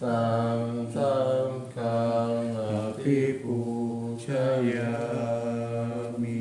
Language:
Pali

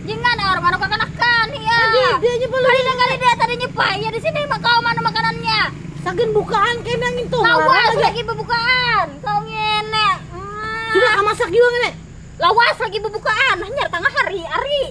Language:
Banjar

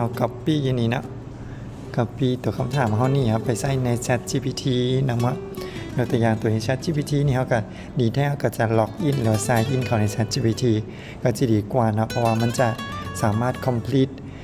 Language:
Lao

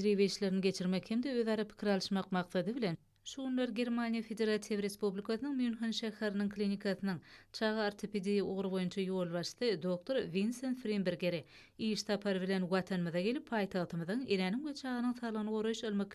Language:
Turkmen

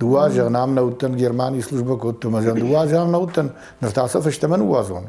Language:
Ossetic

